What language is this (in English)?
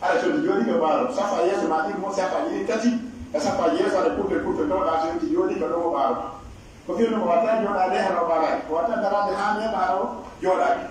Pular